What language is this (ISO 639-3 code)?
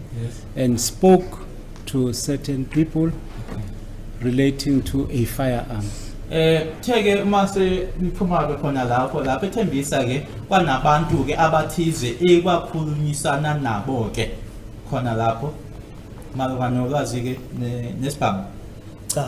zul